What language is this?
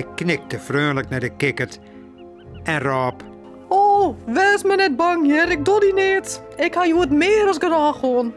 Western Frisian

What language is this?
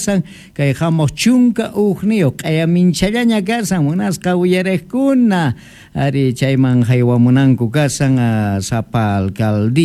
Quechua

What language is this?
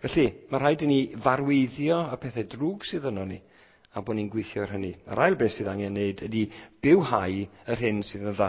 Welsh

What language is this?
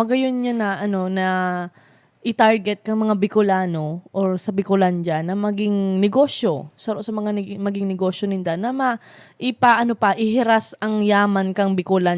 Bikol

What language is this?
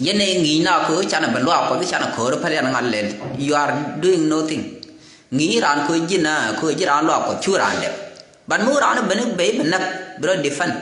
Nuer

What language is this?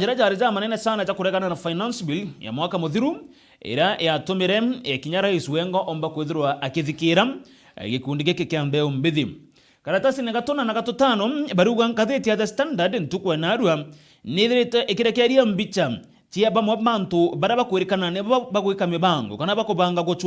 Meru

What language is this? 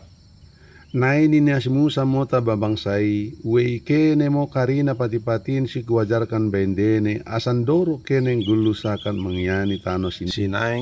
Batak Dairi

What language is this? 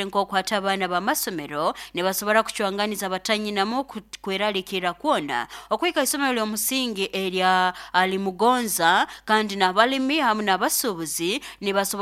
Nyoro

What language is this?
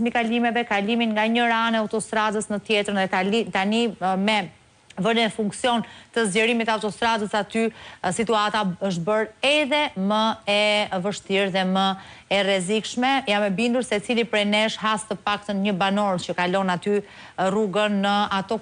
Albanian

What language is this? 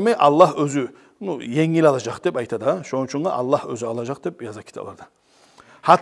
Kumyk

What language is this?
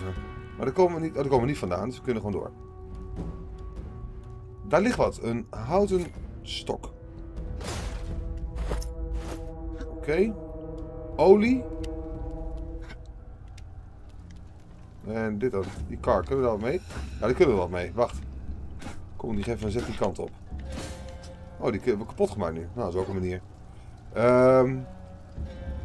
Dutch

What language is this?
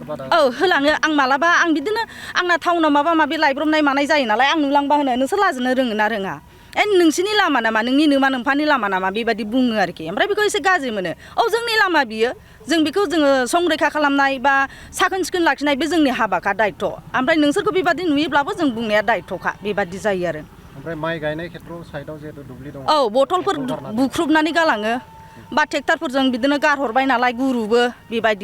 Bodo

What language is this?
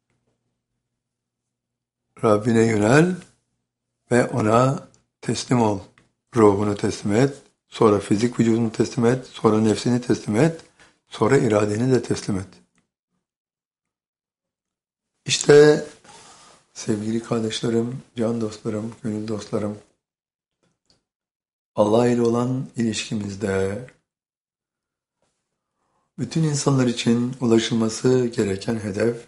Turkish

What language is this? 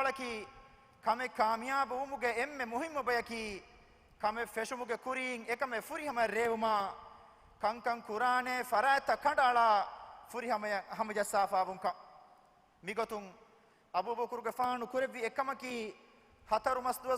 Divehi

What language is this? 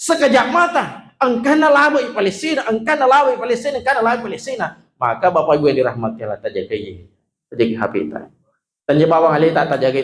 Buginese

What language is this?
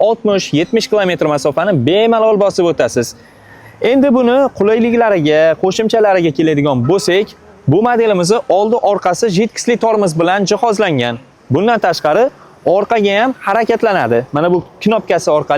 Uzbek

